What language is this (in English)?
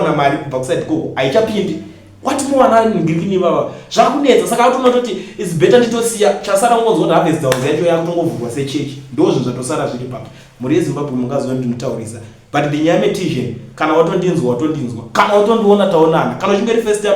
Shona